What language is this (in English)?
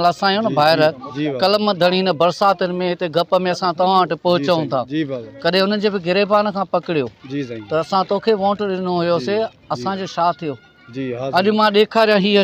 Sindhi